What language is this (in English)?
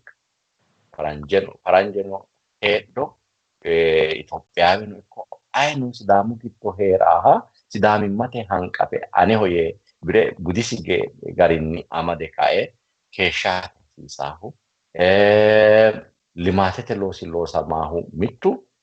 Sidamo